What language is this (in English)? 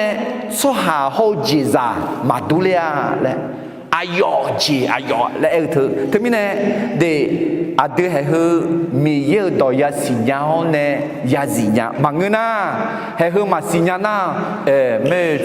Akha